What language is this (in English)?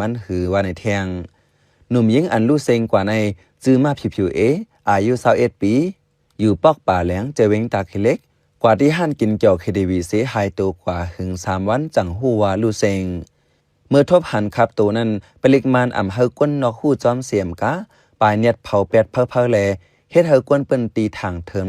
Shan